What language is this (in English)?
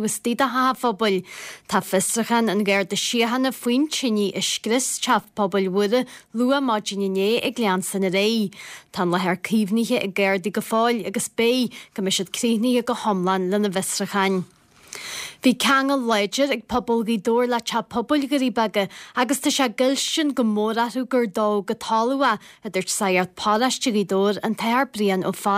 Irish